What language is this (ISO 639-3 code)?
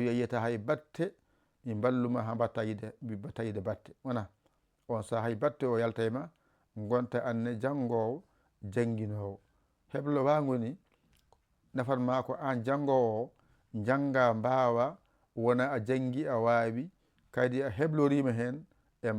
ful